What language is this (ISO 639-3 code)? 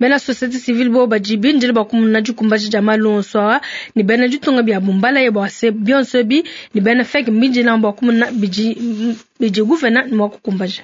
lua